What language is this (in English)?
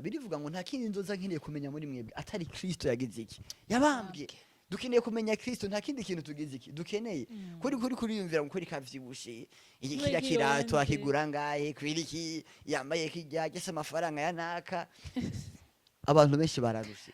Rundi